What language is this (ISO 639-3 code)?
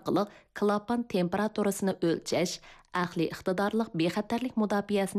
uig